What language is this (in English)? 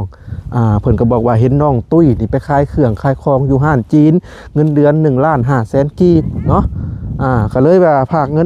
Lao